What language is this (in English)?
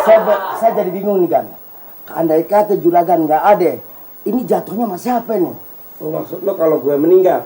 Betawi